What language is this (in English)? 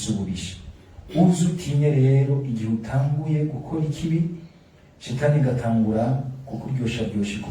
Rundi